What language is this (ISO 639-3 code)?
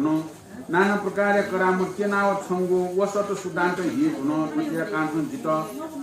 new